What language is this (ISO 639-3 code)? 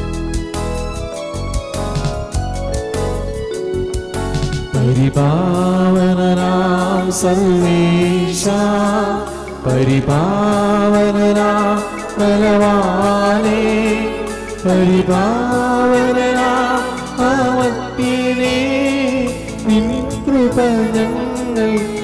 mal